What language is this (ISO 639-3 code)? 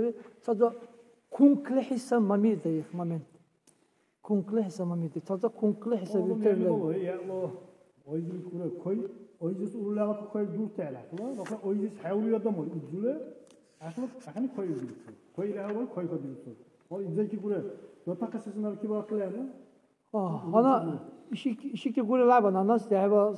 dar